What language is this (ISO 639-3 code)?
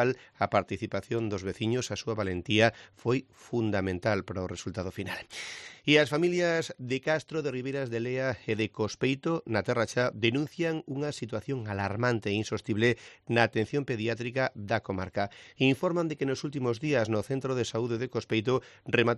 glg